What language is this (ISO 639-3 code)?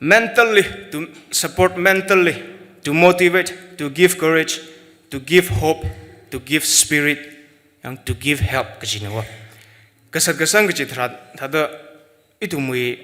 nmf